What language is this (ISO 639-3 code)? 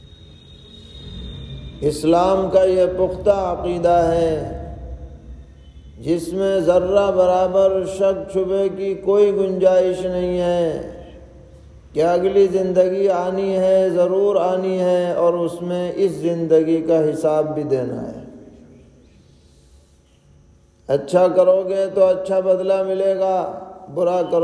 urd